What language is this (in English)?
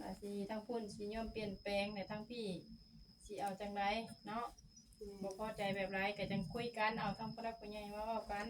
Northeastern Thai